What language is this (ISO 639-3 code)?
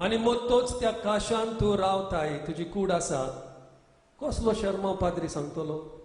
kok